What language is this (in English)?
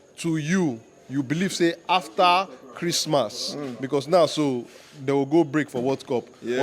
Nigerian Pidgin